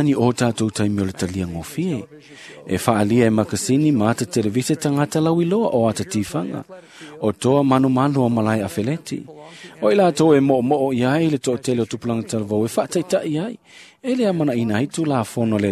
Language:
Samoan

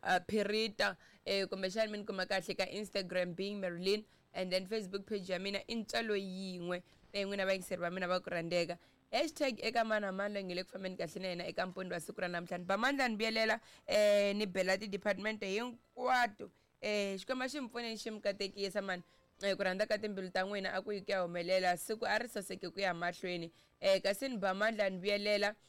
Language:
Tsonga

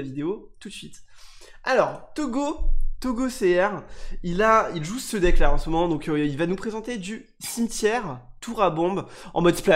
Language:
French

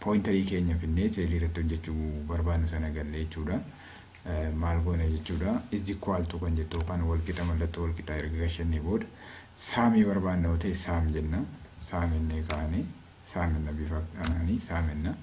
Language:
Oromo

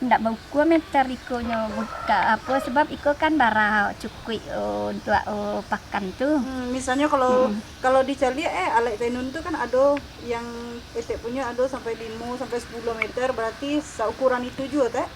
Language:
Minangkabau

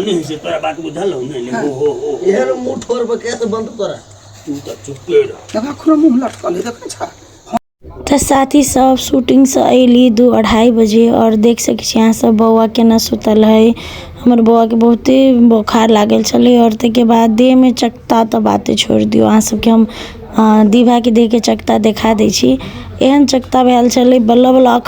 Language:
Maithili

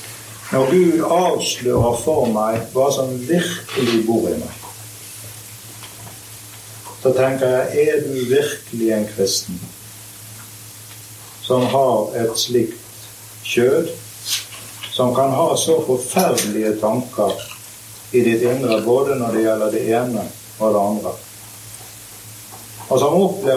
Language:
Norwegian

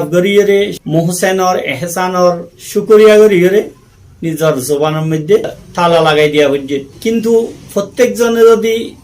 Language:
Rohingya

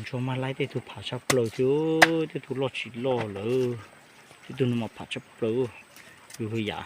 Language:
Hmong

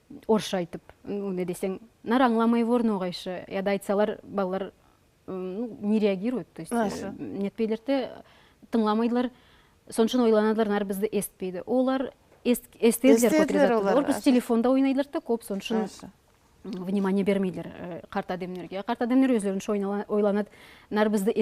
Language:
Nogai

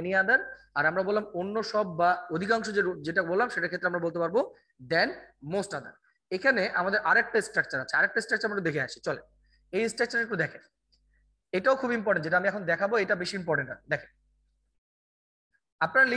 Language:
Bangla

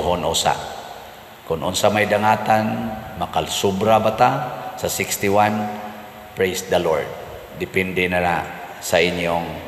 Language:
Cebuano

